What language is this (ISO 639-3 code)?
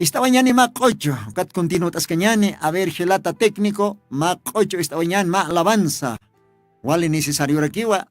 aym